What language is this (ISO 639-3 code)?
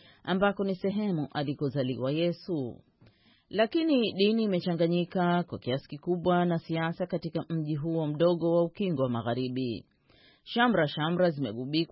swa